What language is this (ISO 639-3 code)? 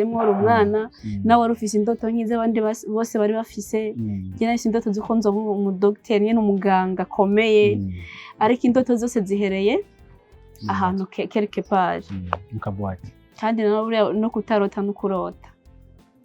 run